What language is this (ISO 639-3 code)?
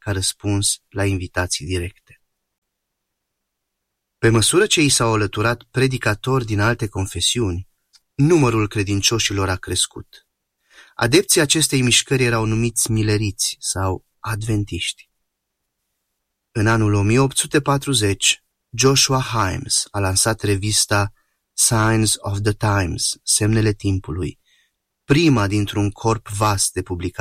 ron